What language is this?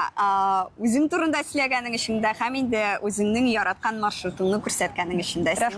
Tatar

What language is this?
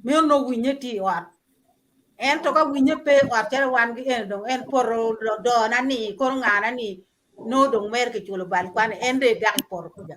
Acoli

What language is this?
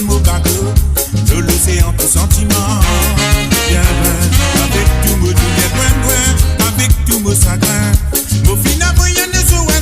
Morisyen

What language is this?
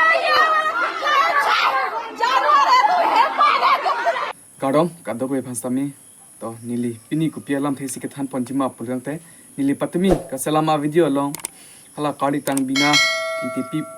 Karbi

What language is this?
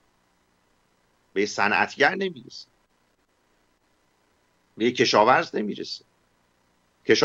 Persian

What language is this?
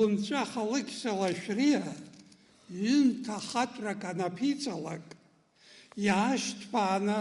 Abkhazian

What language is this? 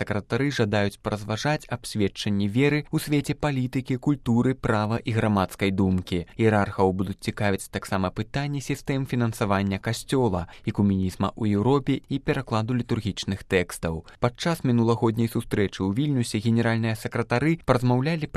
Belarusian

